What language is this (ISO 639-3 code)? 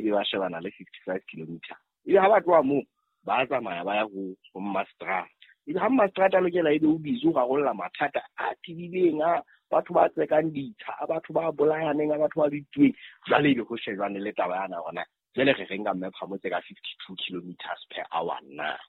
sot